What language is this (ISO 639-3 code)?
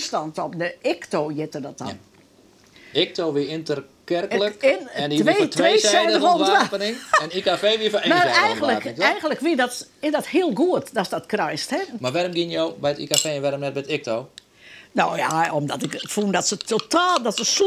fry